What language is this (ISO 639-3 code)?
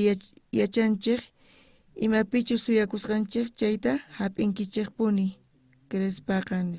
quh